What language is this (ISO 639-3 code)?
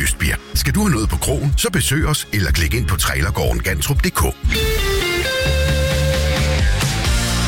dan